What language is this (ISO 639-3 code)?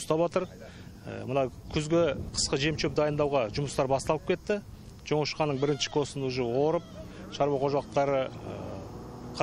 kaz